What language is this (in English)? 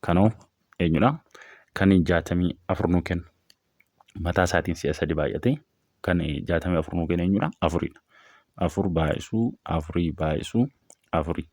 Oromo